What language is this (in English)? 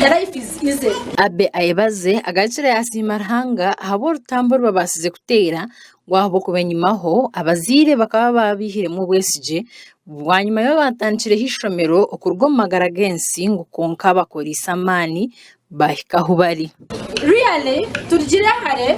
Nyankole